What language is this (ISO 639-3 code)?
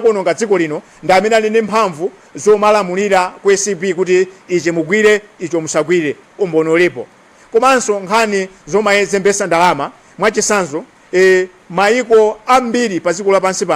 nya